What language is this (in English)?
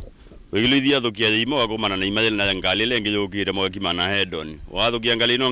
Kamba